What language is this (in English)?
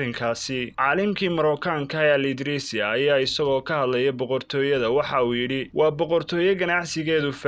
Somali